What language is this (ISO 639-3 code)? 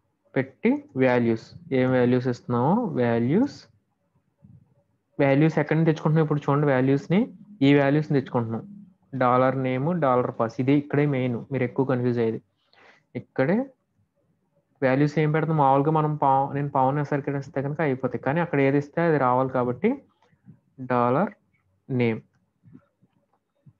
tel